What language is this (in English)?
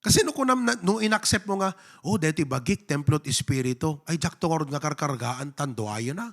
Iloko